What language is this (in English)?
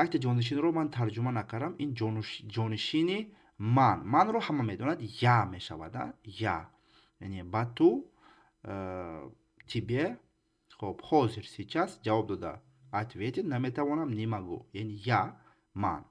Tajik